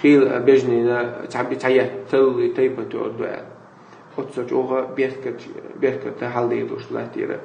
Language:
Chechen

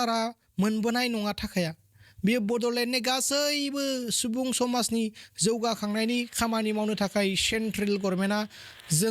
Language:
Bodo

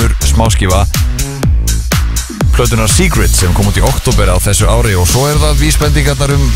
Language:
Icelandic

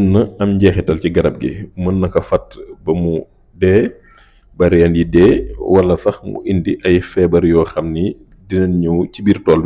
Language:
Wolof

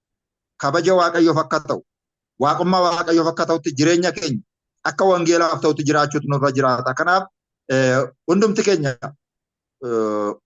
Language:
Oromo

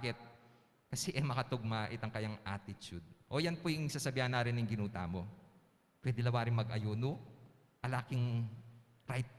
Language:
Pampanga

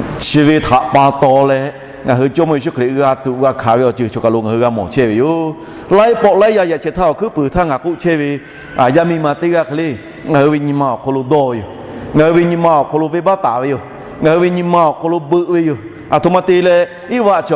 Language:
Lahu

